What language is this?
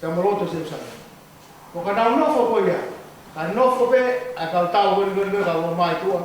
Tongan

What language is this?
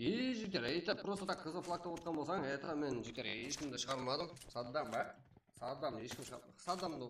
Kara-Kalpak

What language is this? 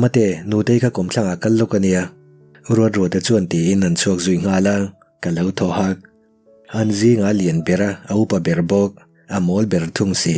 Mizo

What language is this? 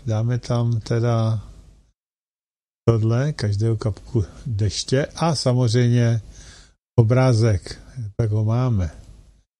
Czech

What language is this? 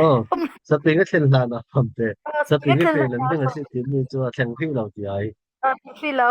Falam Chin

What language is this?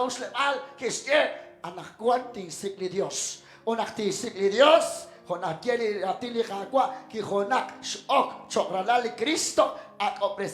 Kekchí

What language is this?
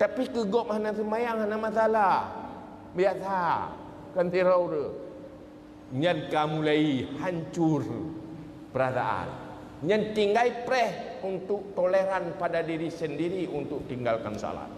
Achinese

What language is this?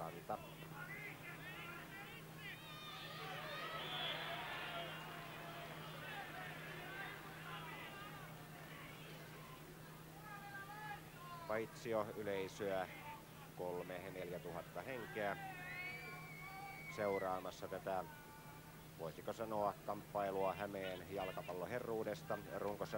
Finnish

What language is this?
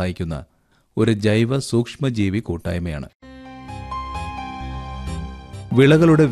Malayalam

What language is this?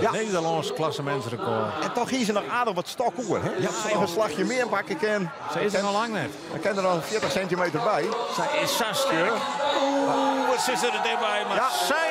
Western Frisian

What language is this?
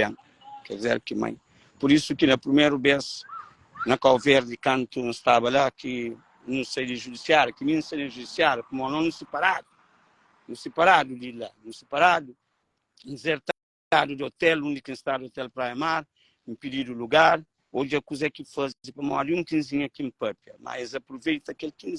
Kabuverdianu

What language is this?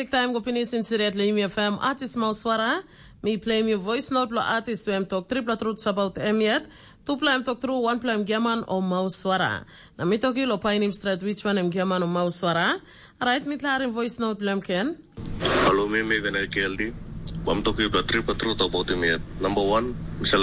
Tok Pisin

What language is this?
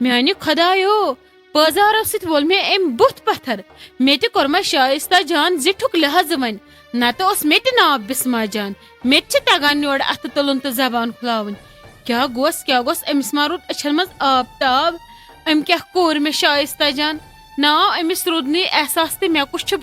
Kashmiri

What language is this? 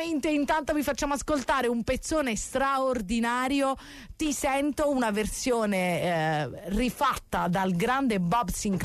Italian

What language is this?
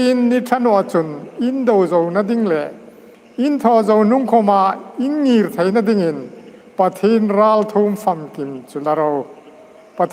Hmar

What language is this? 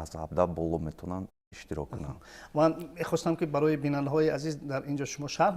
Tajik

